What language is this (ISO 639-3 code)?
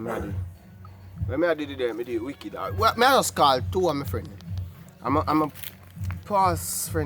jam